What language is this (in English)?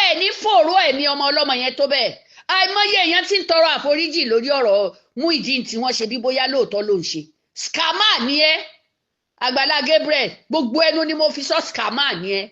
Yoruba